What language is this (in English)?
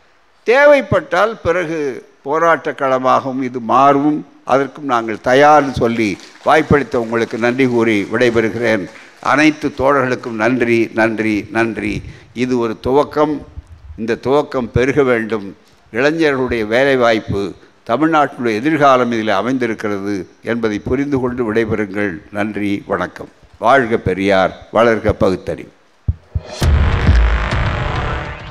Tamil